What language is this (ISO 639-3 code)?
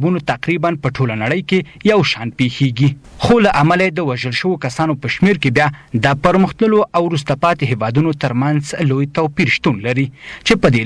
pus